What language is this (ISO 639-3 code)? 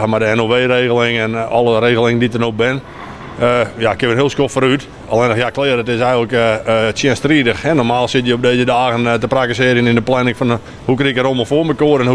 fry